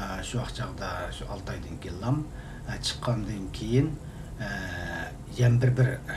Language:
Uyghur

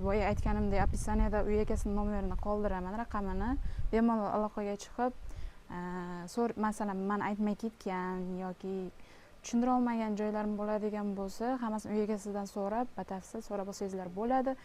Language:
Uzbek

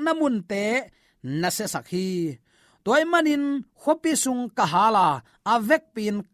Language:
Tedim Chin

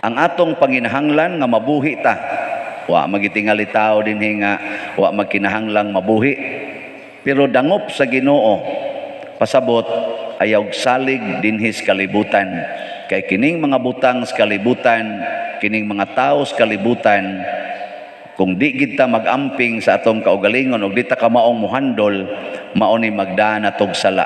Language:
Cebuano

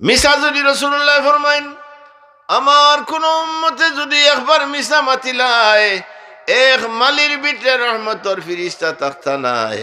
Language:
Sylheti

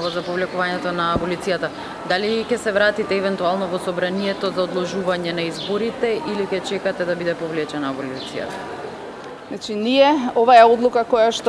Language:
Macedonian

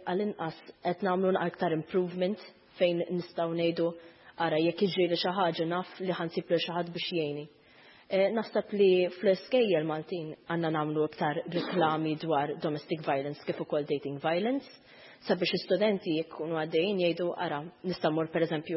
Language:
Maltese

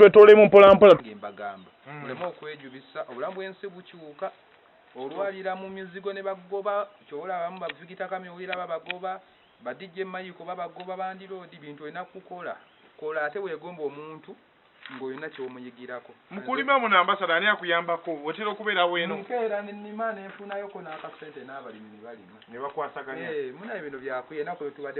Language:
Ganda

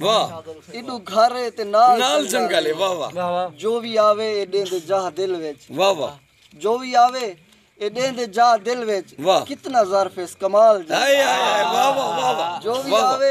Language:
Saraiki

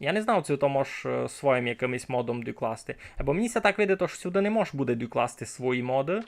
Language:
Rusyn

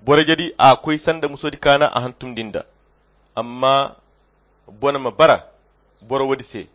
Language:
Koyra Chiini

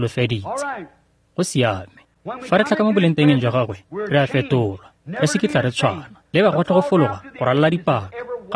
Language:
Tswana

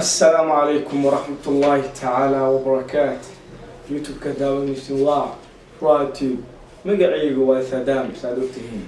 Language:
Somali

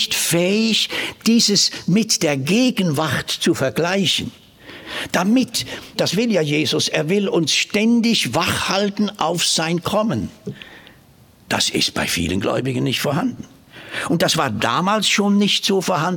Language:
German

